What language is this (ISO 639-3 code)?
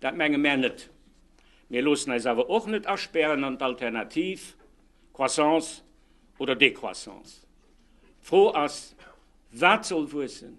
ltz